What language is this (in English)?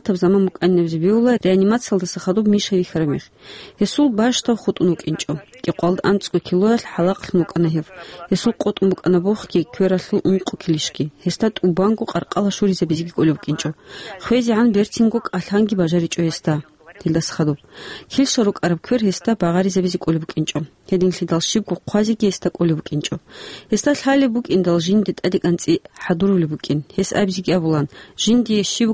Avaric